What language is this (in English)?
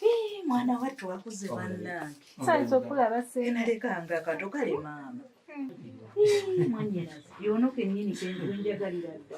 Ganda